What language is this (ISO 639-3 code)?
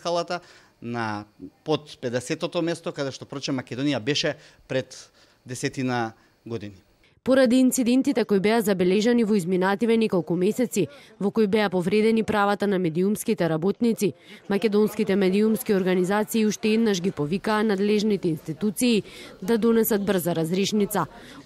mkd